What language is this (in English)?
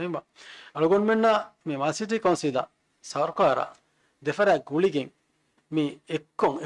Divehi